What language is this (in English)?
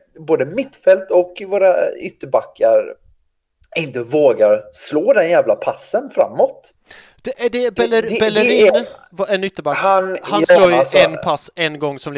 Swedish